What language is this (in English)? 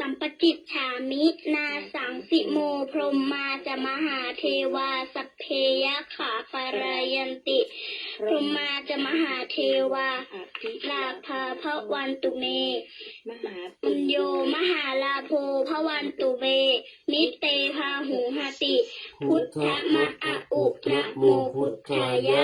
Pali